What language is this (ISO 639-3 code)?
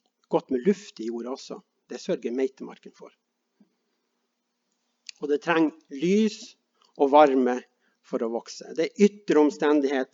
nor